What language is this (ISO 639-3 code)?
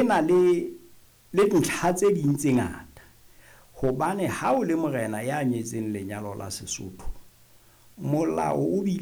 sot